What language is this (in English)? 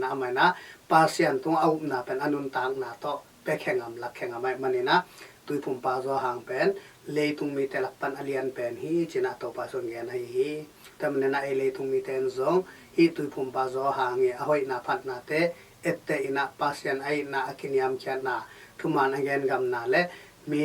Tedim Chin